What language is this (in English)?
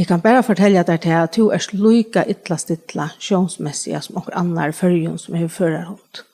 Faroese